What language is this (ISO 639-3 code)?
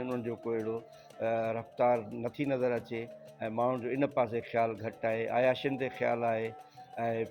snd